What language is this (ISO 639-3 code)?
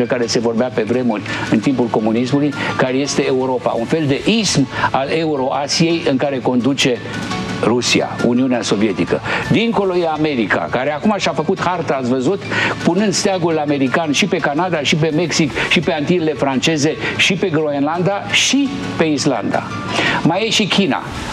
ron